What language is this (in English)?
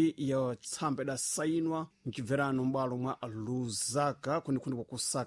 Sena